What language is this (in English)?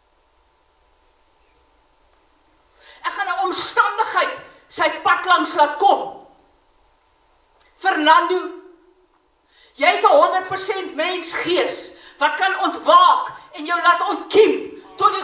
Afrikaans